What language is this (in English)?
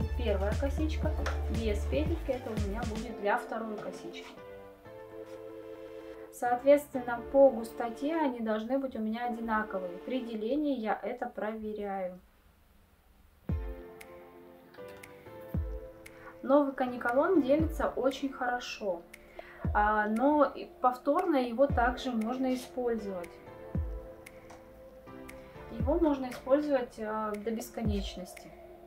Russian